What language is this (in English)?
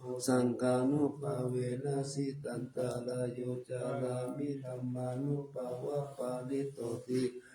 Pali